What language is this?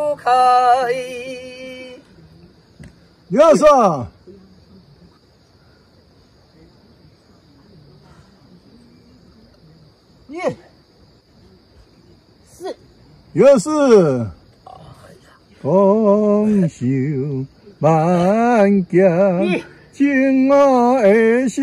Min Nan Chinese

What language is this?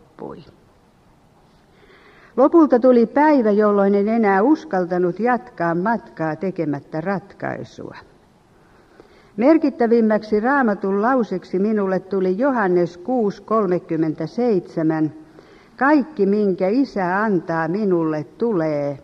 Finnish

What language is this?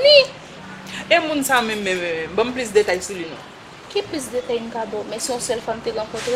Haitian Creole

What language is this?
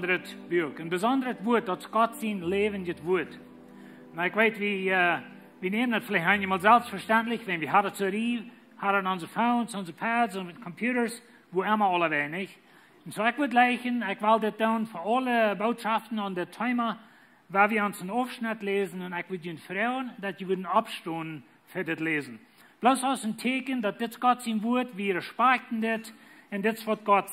Plautdietsch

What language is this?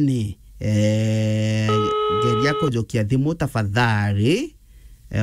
Meru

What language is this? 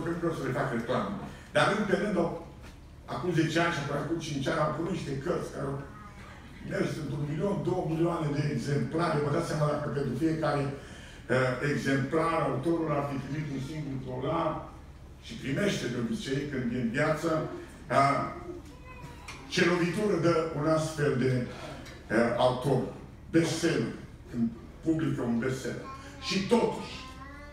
Romanian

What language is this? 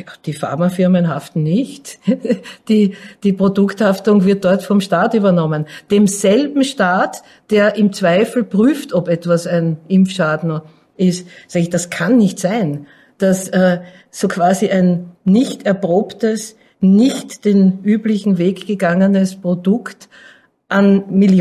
German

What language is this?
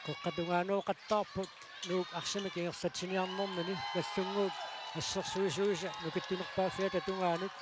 Kalaallisut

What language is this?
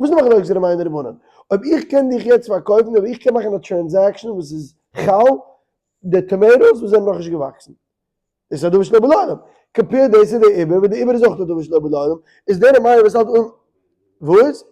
Yiddish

